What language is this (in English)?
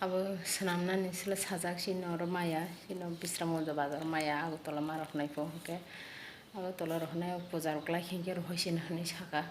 Kok Borok